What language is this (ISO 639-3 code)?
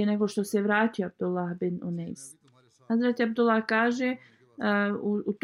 bos